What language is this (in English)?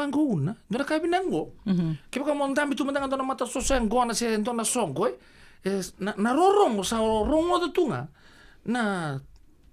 Fijian